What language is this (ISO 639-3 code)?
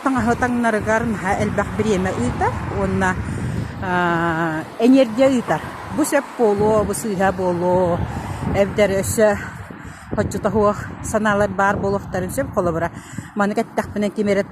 sah